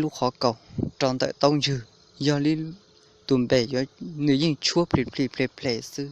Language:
Hmong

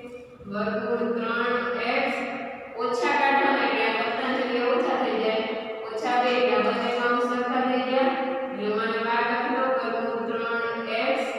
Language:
Gujarati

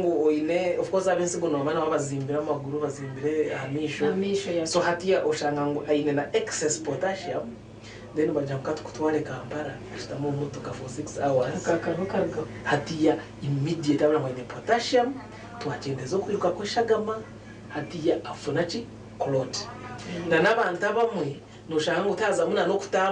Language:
Nyankole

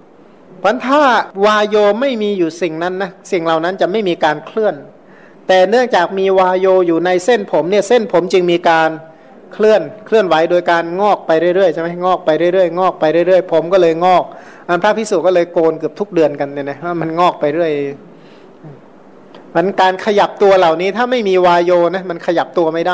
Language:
Thai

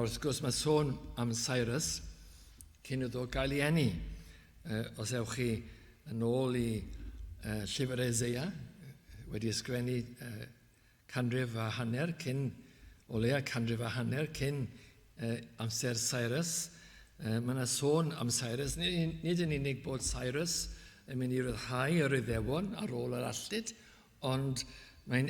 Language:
Welsh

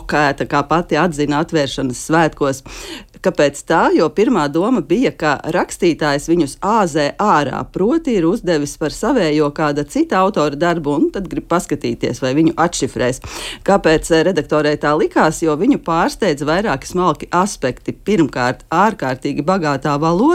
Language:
Latvian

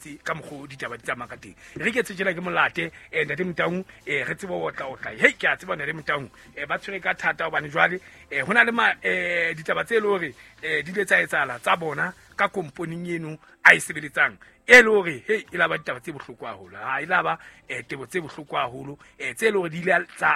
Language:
Southern Sotho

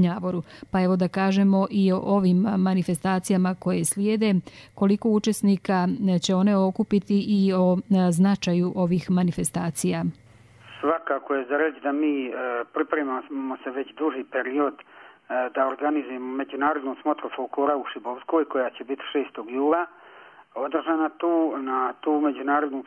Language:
Bosnian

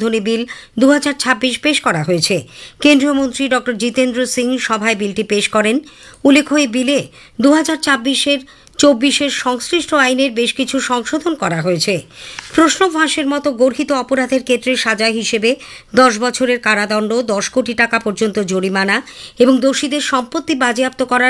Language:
Bangla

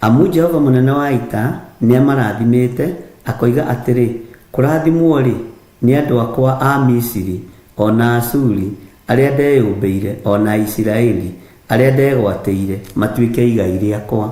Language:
Kikuyu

